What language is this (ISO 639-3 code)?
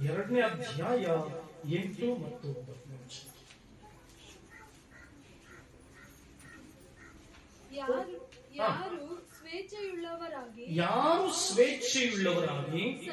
kan